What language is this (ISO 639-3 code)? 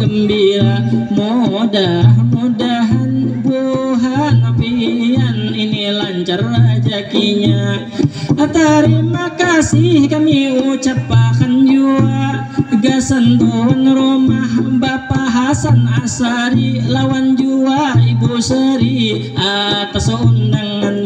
bjn